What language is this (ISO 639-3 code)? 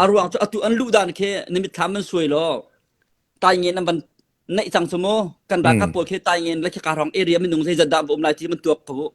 cnh